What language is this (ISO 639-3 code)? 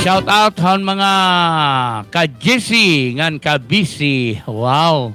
war